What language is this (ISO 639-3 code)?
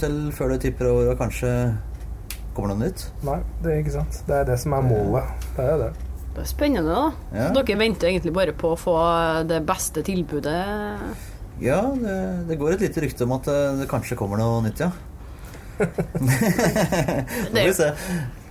nor